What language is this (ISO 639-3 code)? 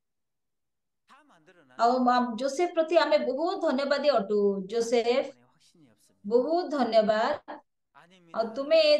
ori